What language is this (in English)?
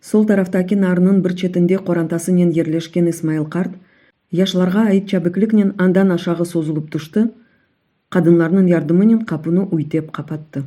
Crimean Tatar